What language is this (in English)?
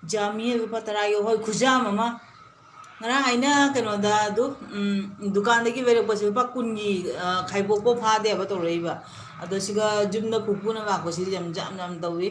Manipuri